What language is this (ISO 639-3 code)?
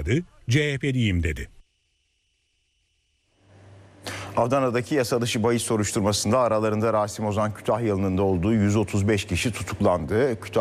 tur